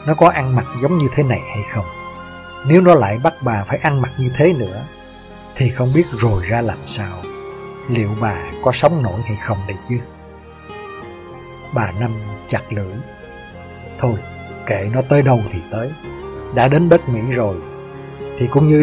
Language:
Vietnamese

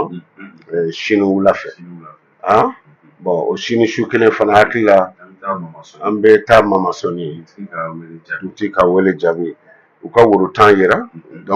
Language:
Bambara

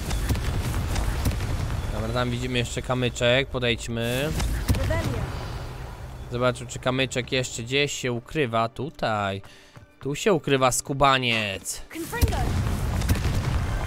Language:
Polish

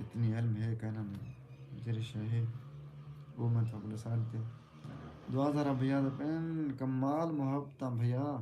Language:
Saraiki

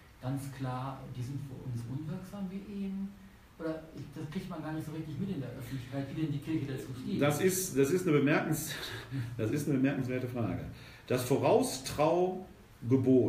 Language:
German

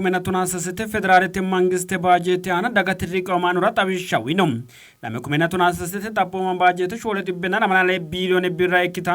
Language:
Sidamo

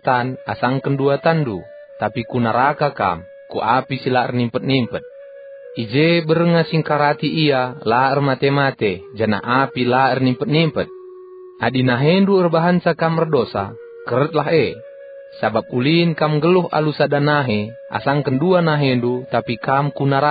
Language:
Batak Karo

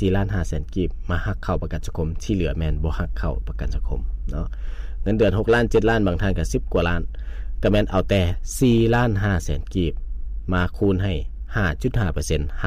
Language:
Lao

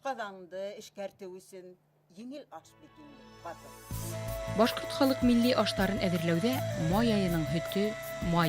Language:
Bashkir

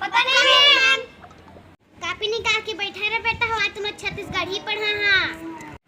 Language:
Chhattisgarhi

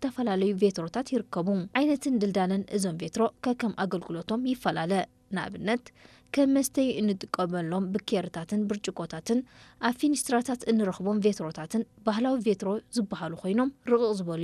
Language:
Tigrinya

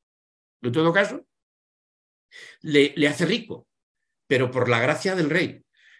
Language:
Spanish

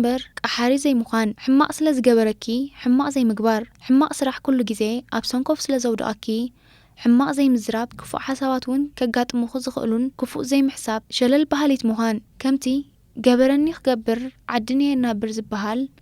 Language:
Tigrinya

